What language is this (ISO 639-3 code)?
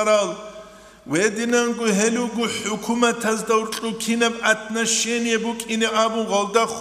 ava